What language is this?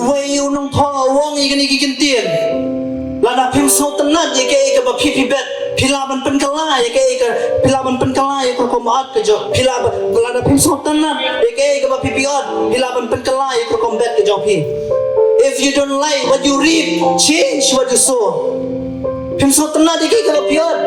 Khasi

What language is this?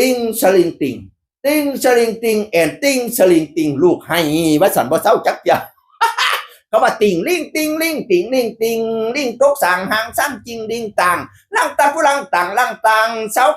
Northeastern Thai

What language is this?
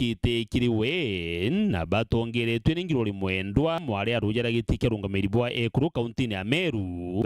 Meru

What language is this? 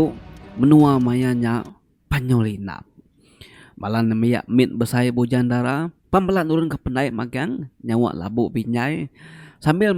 Iban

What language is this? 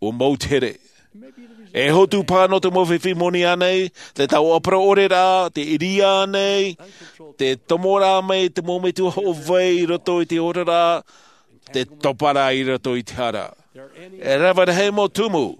Tahitian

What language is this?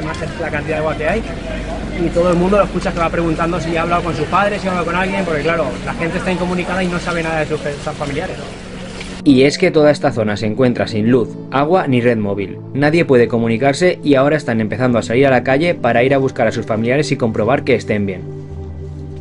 Spanish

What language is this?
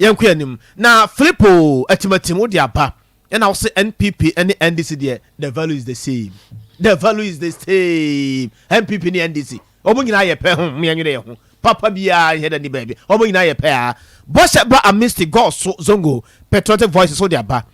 Akan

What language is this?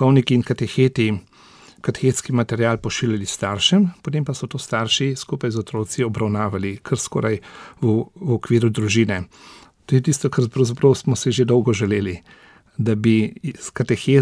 Slovenian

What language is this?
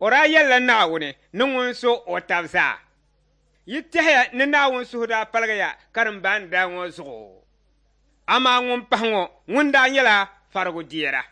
Dagbani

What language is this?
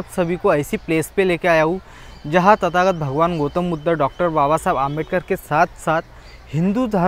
Hindi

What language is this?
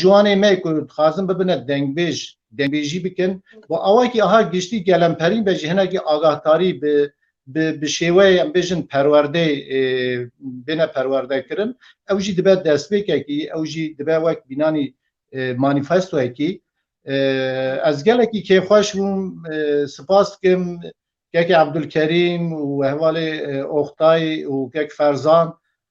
Kurdish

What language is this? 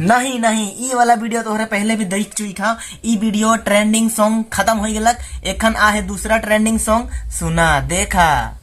Sadri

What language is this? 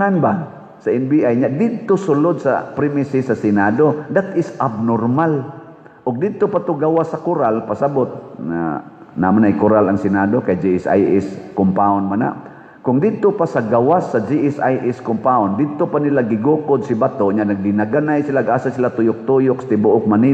Cebuano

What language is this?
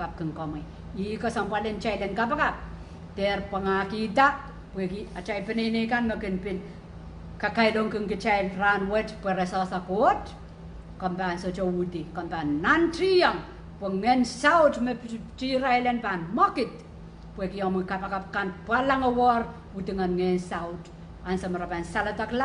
Pohnpeian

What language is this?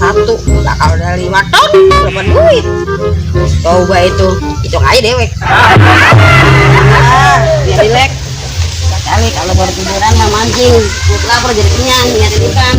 Betawi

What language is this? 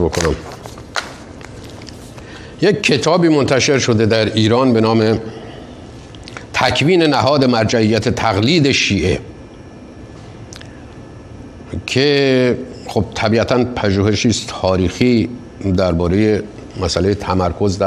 Persian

